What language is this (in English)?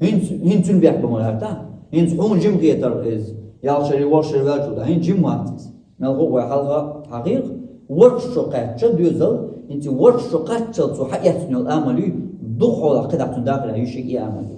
Chechen